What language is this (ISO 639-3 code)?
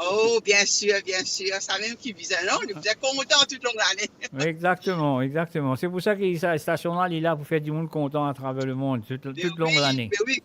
mfe